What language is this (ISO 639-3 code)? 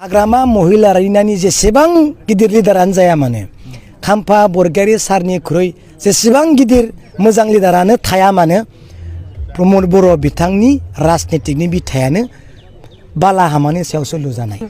brx